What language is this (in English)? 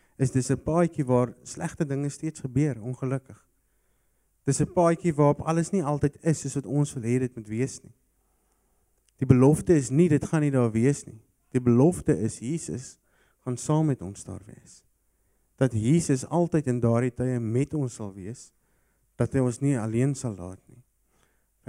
Afrikaans